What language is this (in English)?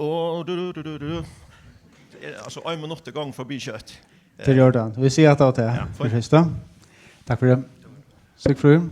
Faroese